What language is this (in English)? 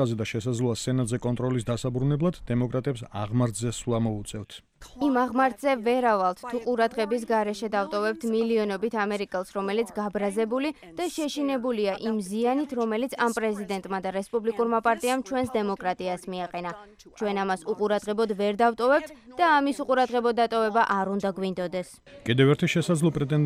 Georgian